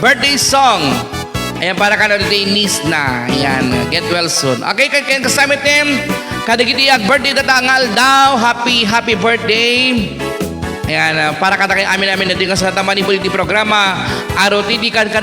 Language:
Iloko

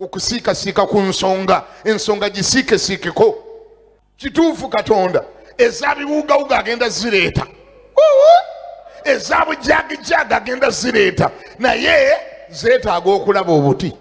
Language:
Ganda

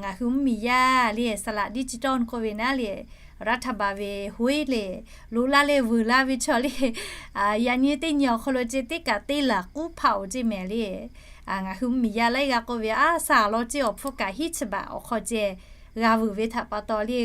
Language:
Lahu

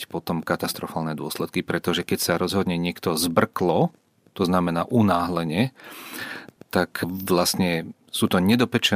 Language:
Slovak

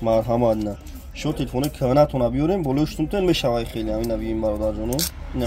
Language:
Tajik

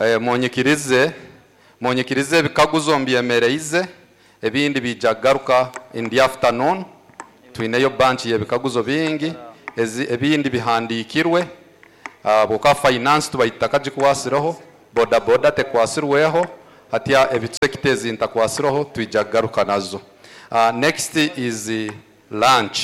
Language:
Nyoro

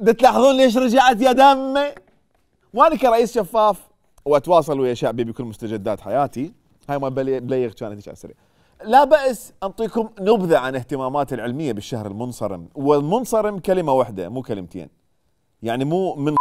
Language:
Mesopotamian Arabic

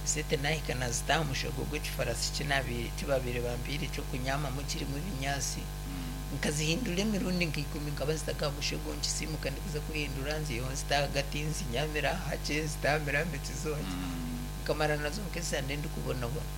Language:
Nyankole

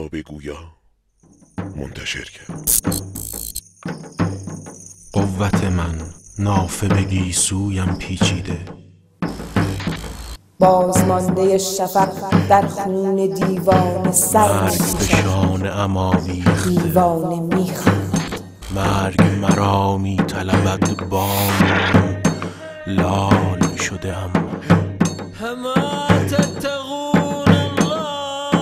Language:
Persian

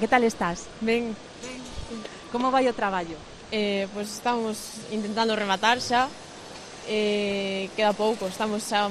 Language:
Galician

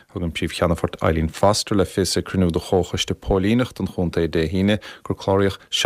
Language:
Irish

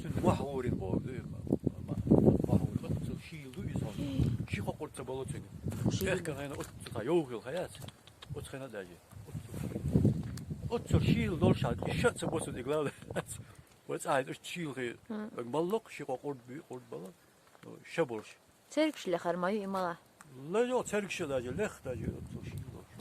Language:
Chechen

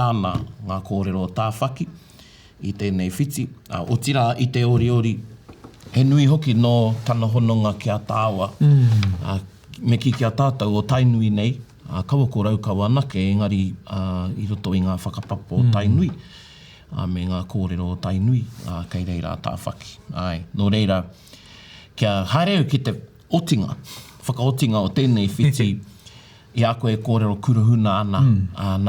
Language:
Māori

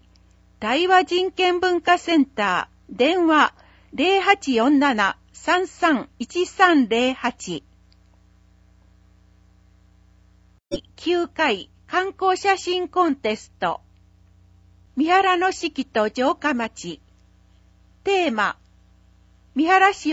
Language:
Japanese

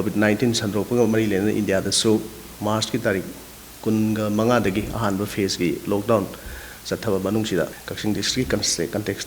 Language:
Manipuri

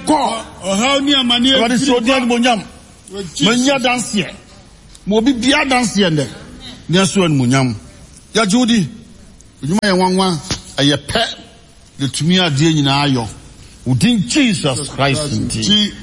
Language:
Akan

